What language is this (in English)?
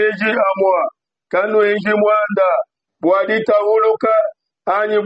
Luba-Lulua